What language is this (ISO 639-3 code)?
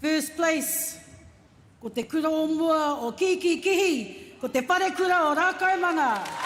mri